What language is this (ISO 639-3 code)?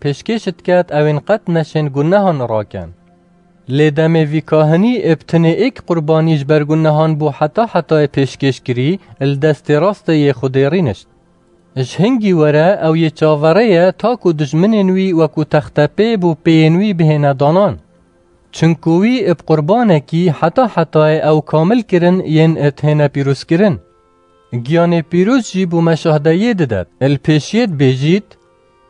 kur